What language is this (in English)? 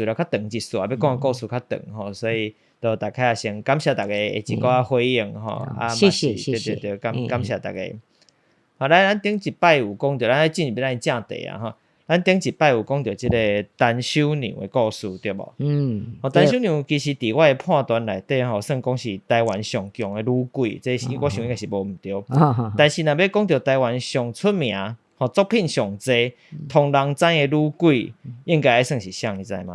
Min Nan Chinese